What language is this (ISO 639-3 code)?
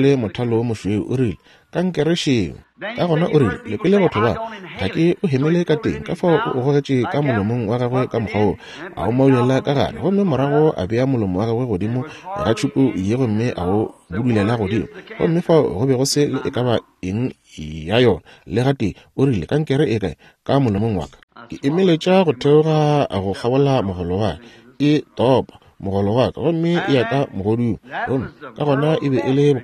nso